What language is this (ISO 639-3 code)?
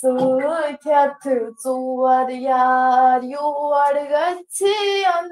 kas